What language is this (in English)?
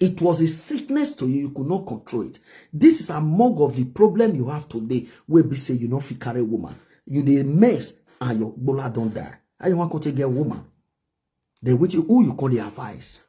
Nigerian Pidgin